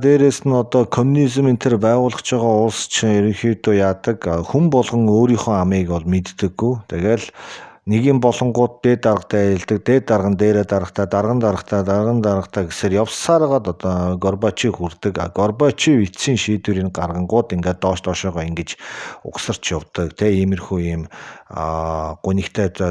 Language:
Mongolian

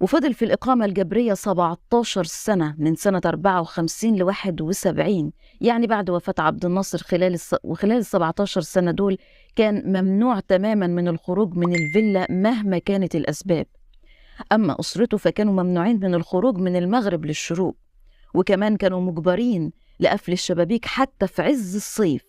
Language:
Egyptian Arabic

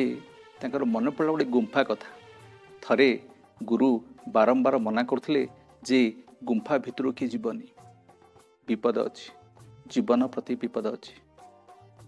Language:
Odia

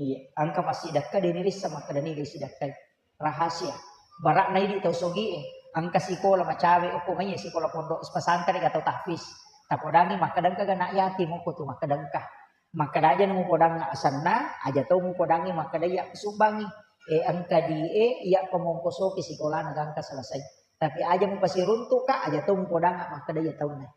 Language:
Buginese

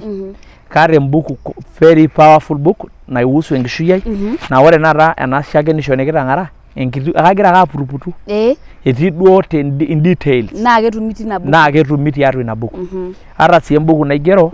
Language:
Masai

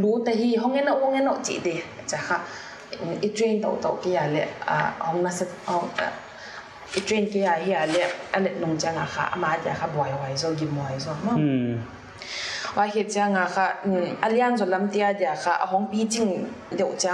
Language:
Paite Chin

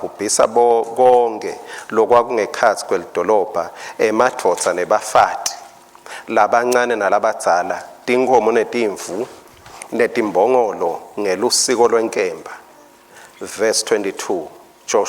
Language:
Swati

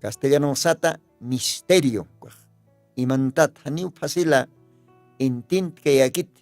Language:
Aymara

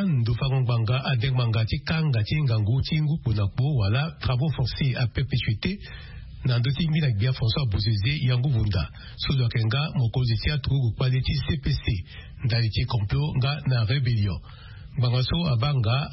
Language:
Sango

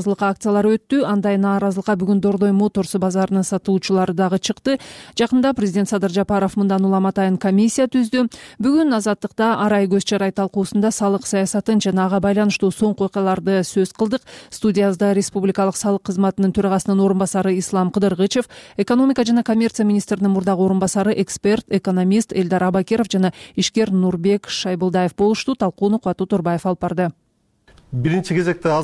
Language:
Kyrgyz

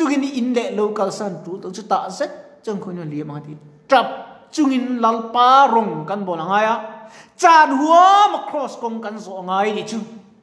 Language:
Mizo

